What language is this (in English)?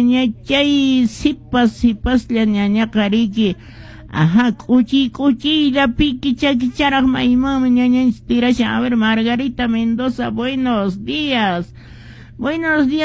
Quechua